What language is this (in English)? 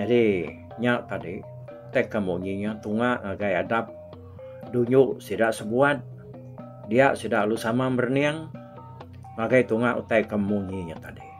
Iban